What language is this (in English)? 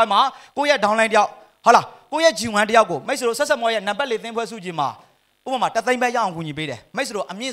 Burmese